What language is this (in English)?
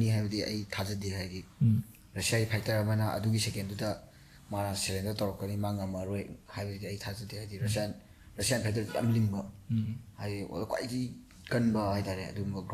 Manipuri